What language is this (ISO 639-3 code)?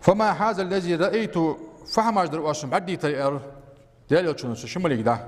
inh